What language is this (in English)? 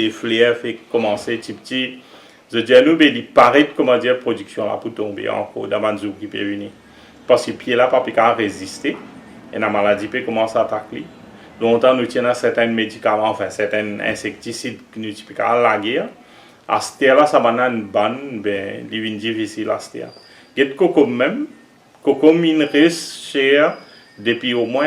Morisyen